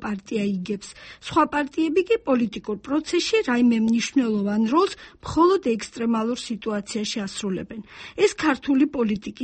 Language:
Georgian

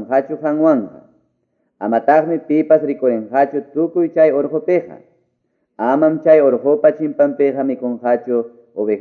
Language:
Quechua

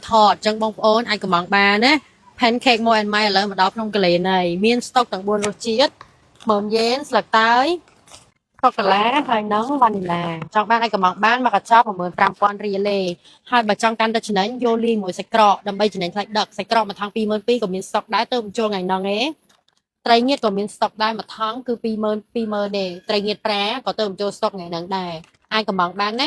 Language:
Khmer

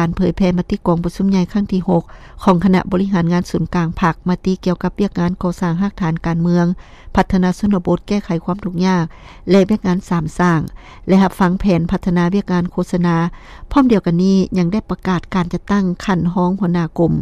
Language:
Lao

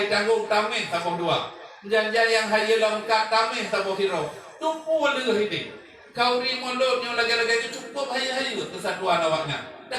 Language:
Achinese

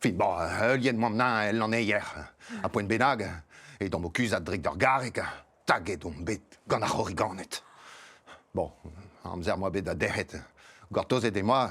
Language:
Breton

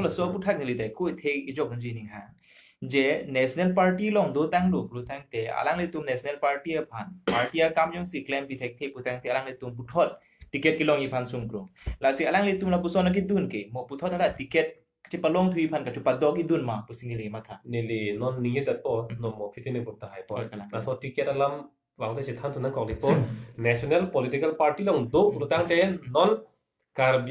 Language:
Karbi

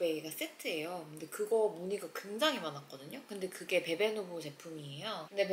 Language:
Korean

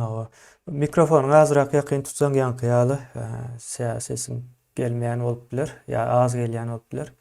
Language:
Turkmen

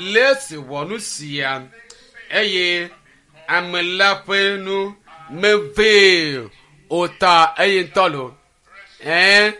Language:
Ewe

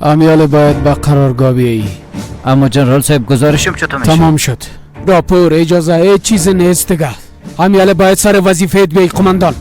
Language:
Persian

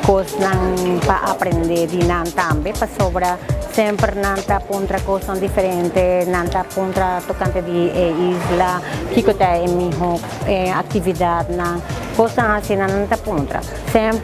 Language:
Papiamento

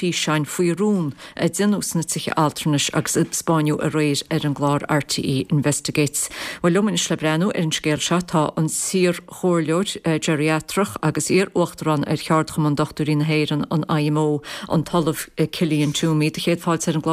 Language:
Irish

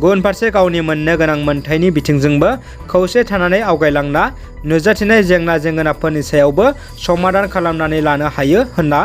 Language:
Bodo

